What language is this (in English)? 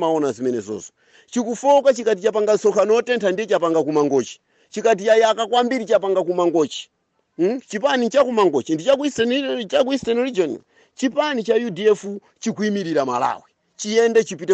Nyanja